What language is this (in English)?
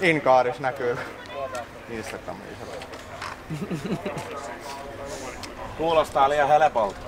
Finnish